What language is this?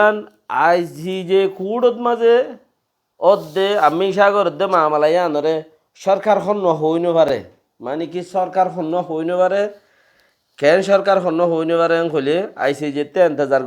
Rohingya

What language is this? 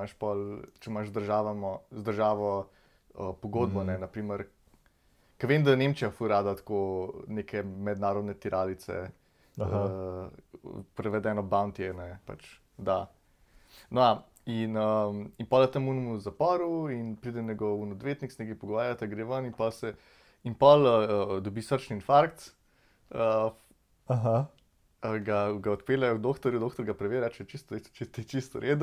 Slovenian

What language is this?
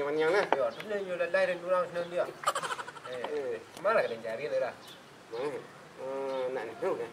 Minangkabau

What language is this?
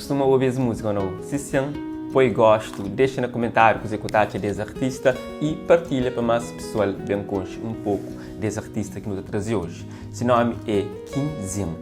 Kabuverdianu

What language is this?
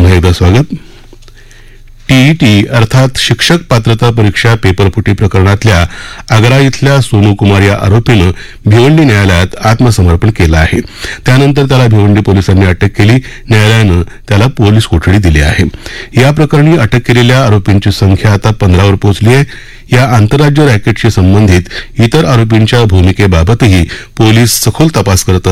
Marathi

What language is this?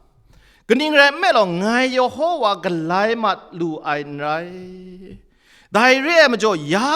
Kachin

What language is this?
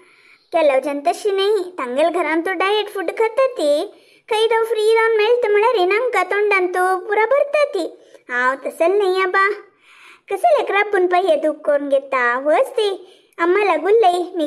Konkani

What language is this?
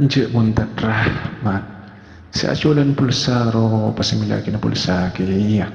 Madurese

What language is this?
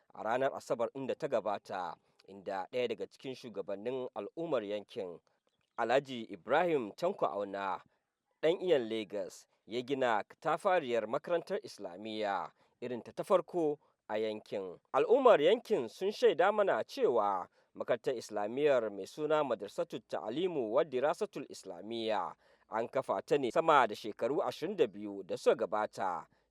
Hausa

